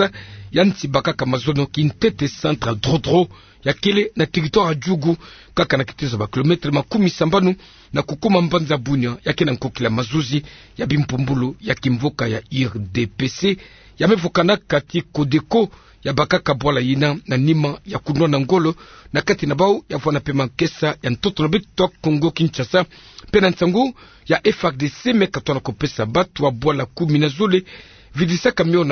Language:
Kituba (Democratic Republic of Congo)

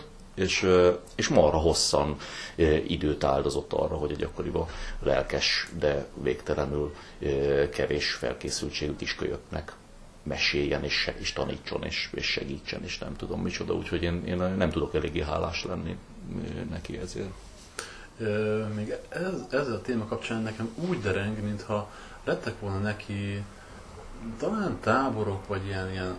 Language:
Hungarian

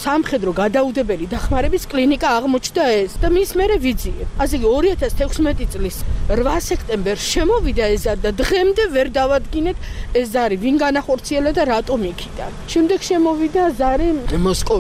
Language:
Georgian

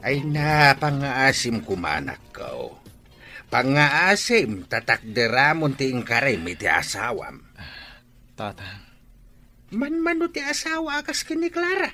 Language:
Iloko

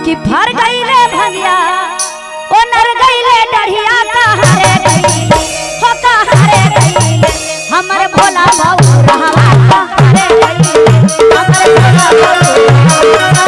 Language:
Magahi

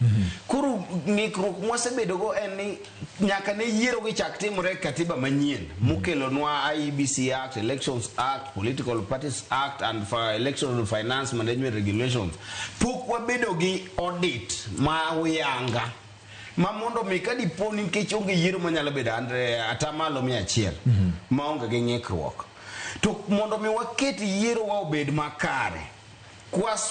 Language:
Luo (Kenya and Tanzania)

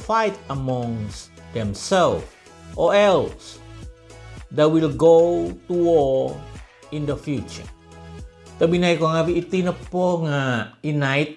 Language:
Central Dusun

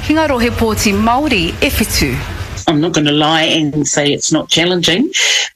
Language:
Māori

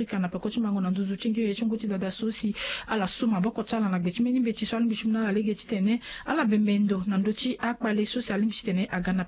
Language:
Sango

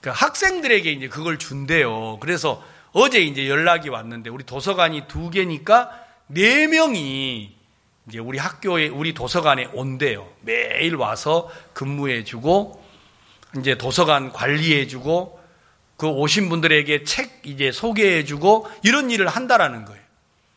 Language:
Korean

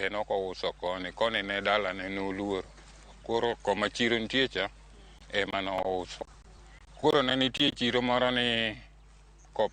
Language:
Luo (Kenya and Tanzania)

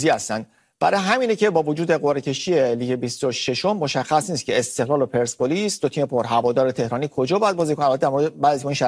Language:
Persian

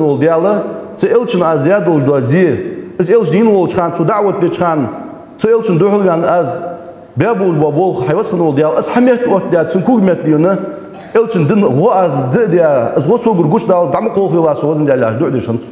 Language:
Ingush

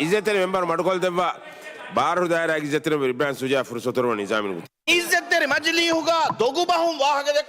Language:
Divehi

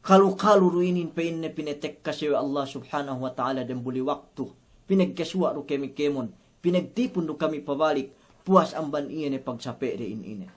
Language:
Yakan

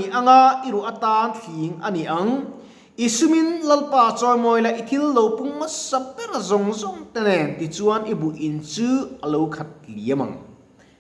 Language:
Mizo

